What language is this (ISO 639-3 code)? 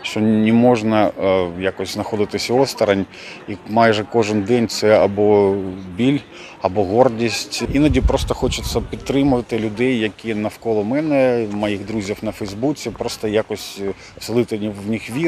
ukr